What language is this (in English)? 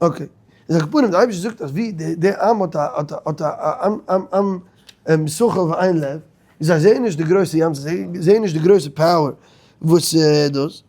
Yiddish